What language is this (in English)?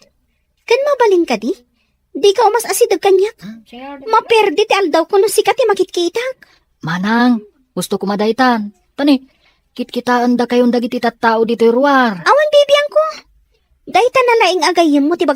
Iloko